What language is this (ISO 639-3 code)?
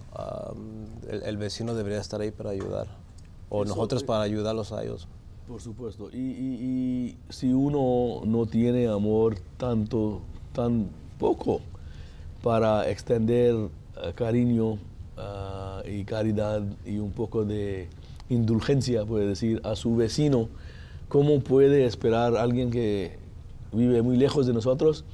spa